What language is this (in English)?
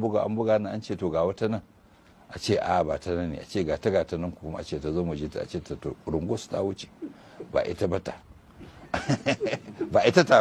Hausa